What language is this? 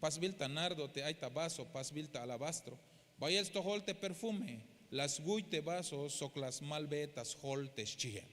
Tzeltal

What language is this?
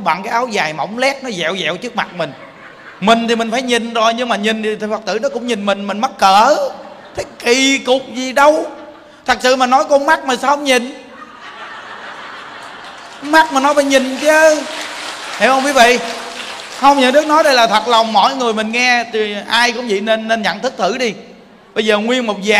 Vietnamese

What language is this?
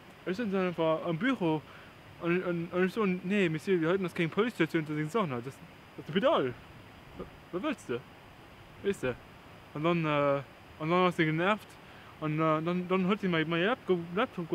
Luxembourgish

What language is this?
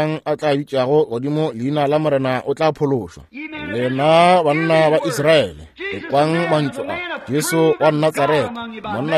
Northern Sotho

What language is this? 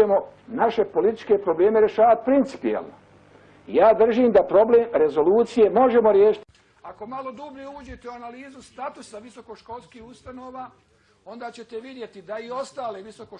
Bosnian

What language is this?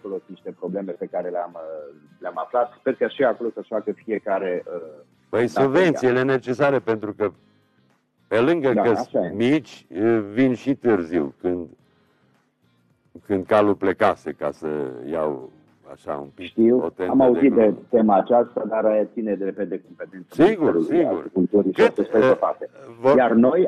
Romanian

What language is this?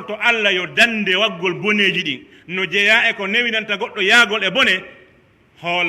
Pular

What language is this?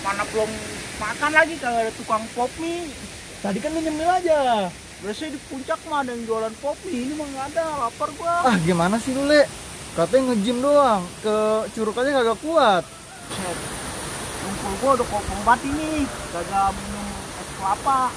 Betawi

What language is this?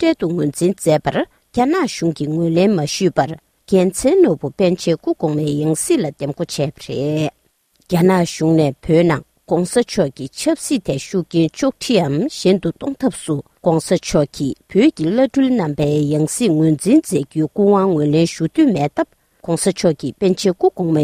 Tibetan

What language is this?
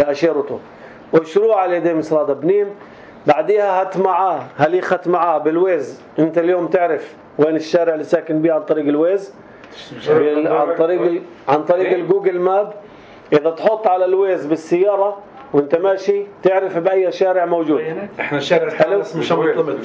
North Levantine Arabic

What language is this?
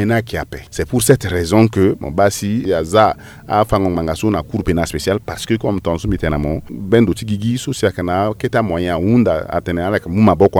Sango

